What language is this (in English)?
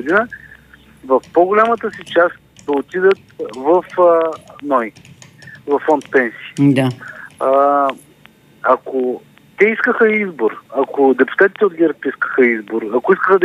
Bulgarian